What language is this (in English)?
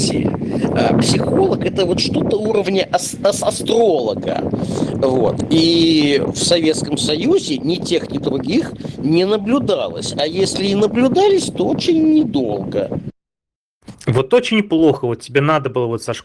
Russian